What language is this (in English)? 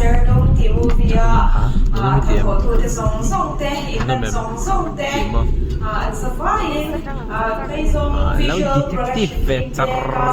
Mizo